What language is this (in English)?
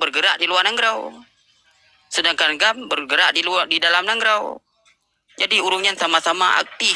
Achinese